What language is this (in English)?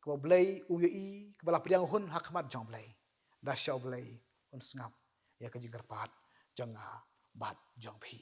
Khasi